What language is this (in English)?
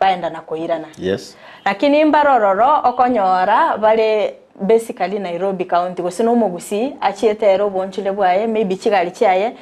Gusii